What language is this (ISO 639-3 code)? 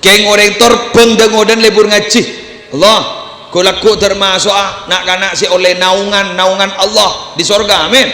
mad